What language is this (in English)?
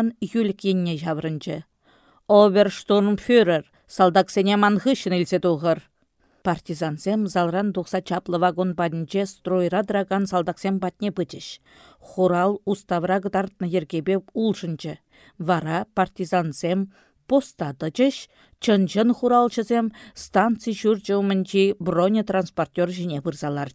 Chuvash